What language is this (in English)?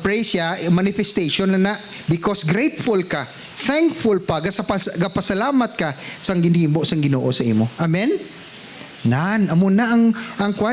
Hiligaynon